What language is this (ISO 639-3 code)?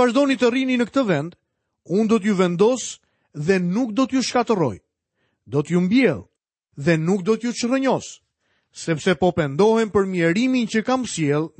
sqi